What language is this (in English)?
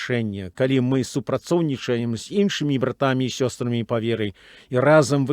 Belarusian